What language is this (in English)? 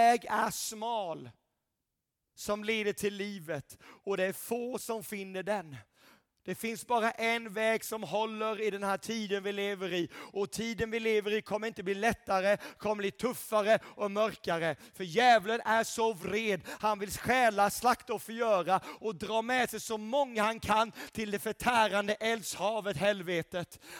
Swedish